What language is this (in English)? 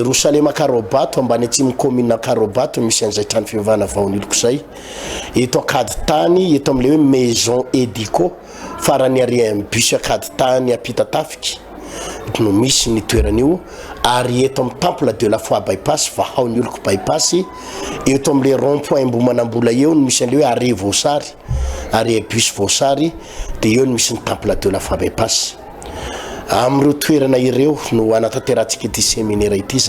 Malagasy